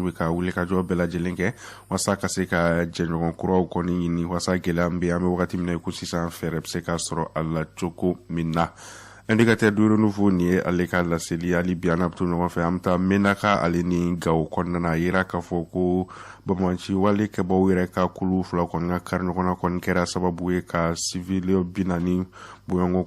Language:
Bambara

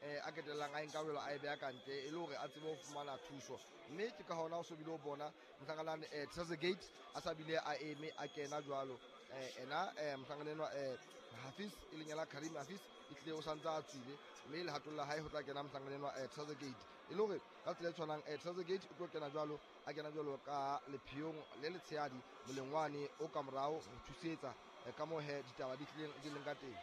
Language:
Southern Sotho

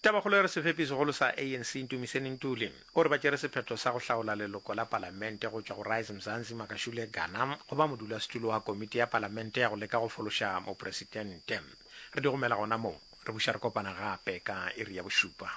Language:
Northern Sotho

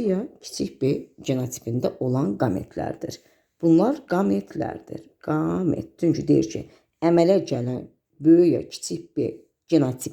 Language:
Azerbaijani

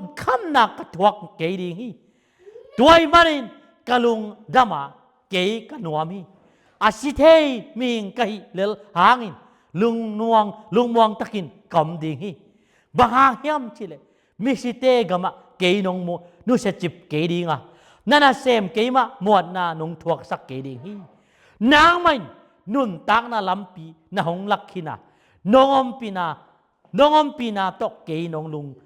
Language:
Tedim Chin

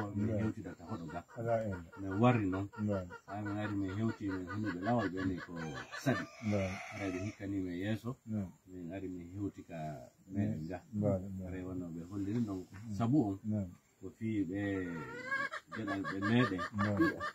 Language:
Fula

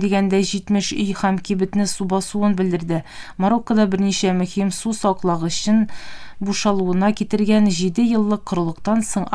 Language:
Tatar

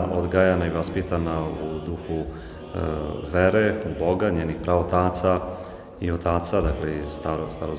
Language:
Serbian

